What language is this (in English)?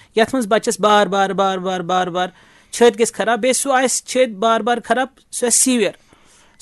Kashmiri